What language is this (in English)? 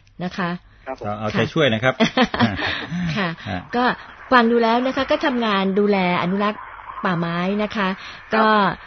Thai